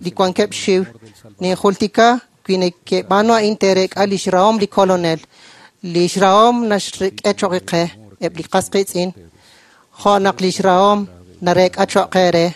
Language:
Kekchí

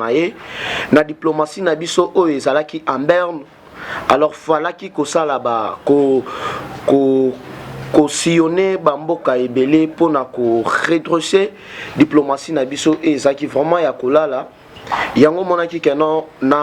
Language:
Lingala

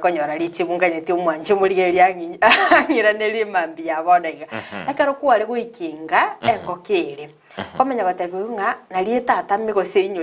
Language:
Gusii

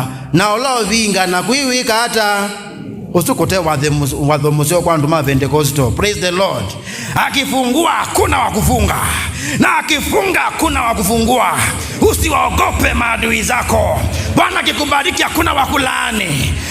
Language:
Kamba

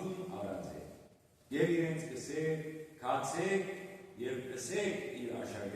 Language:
Western Armenian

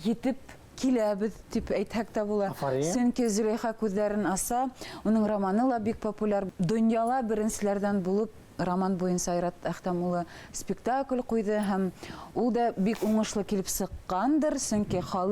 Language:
Bashkir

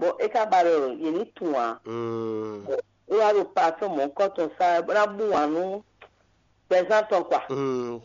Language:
Fon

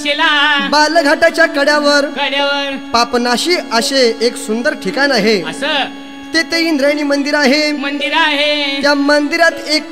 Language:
Marathi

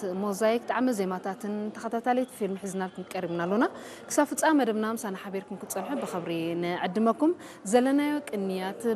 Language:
Tigrinya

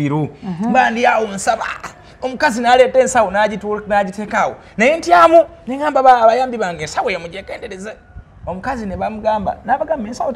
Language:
Ganda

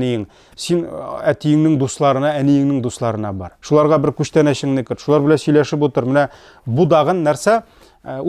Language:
Tatar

